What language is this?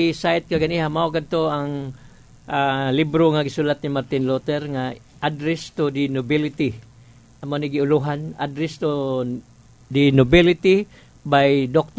Cebuano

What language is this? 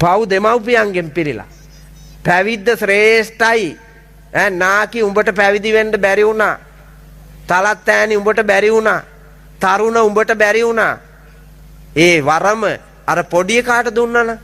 Sinhala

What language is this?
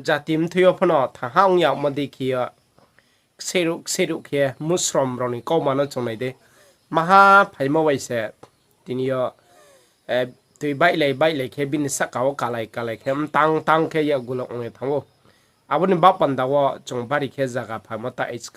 Riang (India)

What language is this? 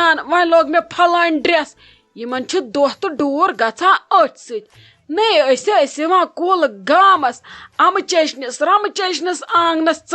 Kashmiri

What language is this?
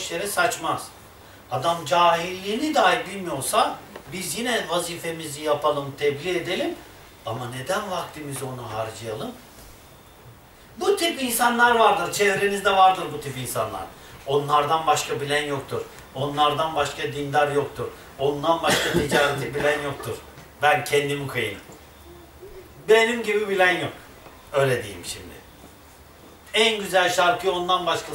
Turkish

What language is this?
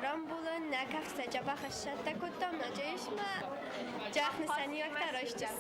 Ossetic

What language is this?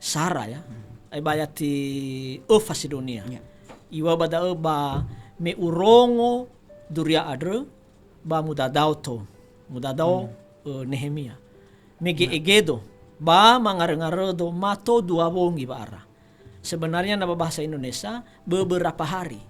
Nias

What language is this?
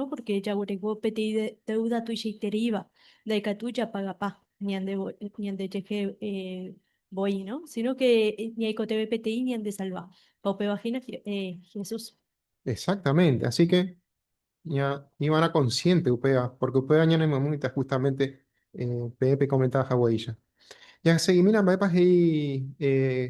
Guarani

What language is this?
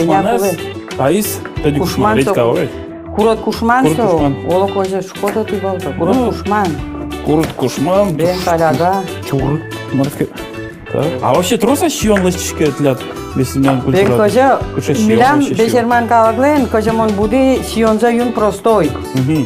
Udmurt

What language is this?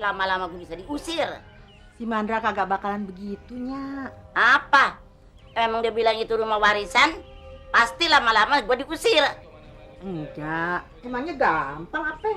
Betawi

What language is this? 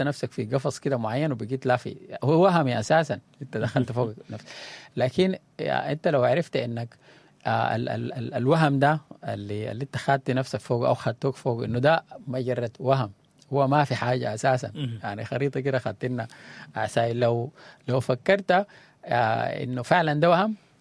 Sudanese Arabic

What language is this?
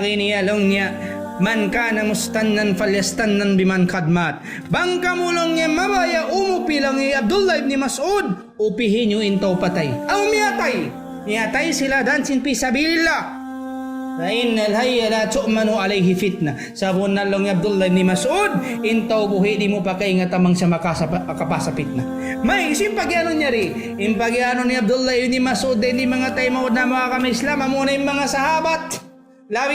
Tausug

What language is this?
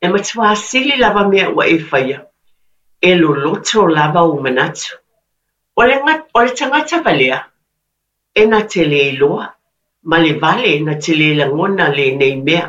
Samoan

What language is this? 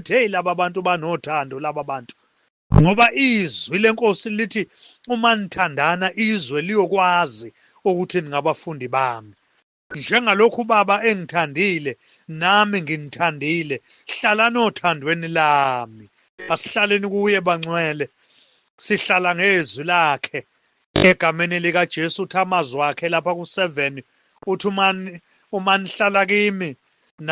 Zulu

